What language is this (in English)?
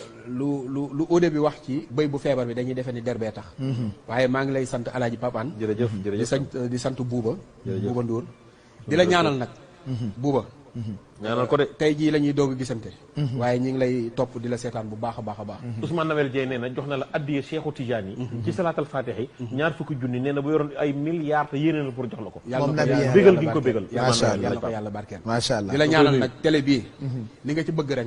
Wolof